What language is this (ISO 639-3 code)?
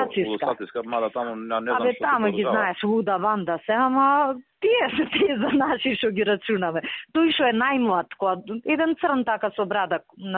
mkd